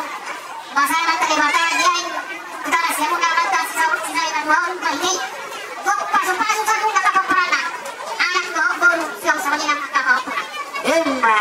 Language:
Batak Toba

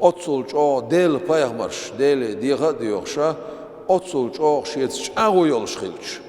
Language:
Chechen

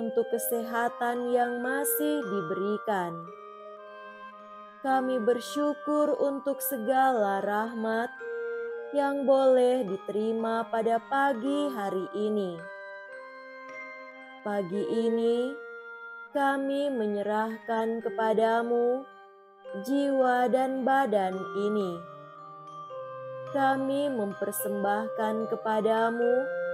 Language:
Indonesian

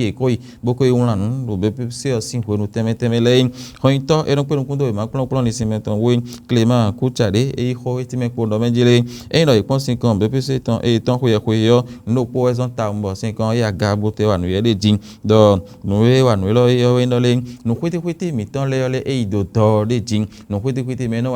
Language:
Fon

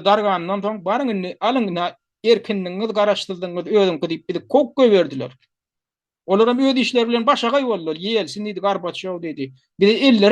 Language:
Turkmen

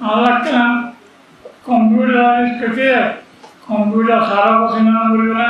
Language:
Rohingya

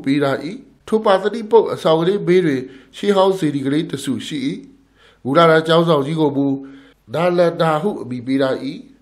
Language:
Burmese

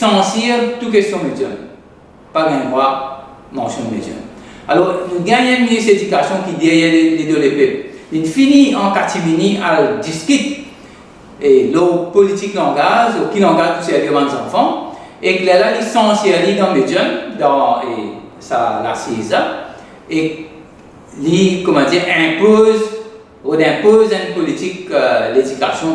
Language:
Morisyen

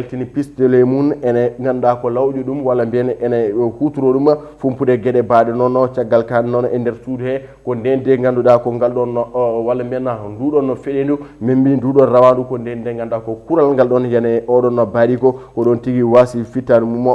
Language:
Fula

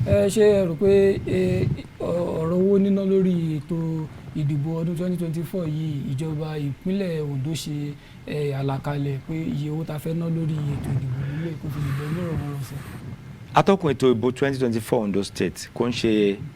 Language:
Yoruba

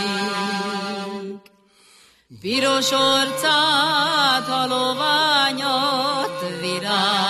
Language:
Hungarian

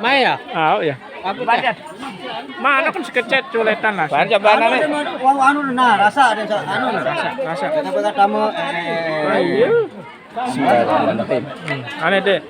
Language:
Sasak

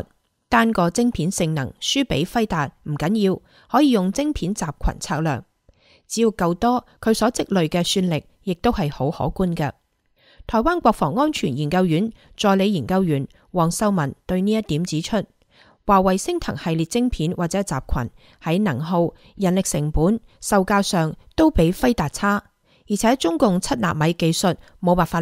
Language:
Cantonese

